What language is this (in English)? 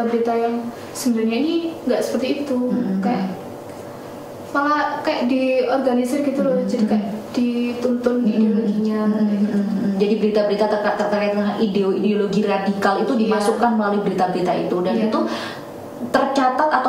Indonesian